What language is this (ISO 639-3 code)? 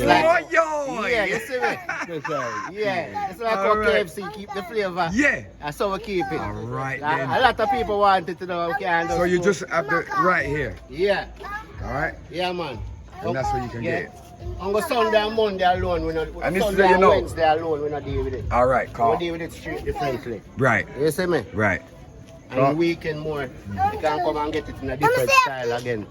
jam